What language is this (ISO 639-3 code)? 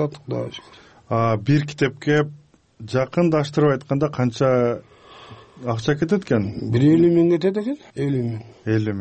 kir